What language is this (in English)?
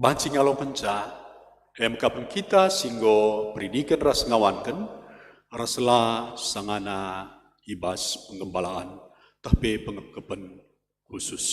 Batak Karo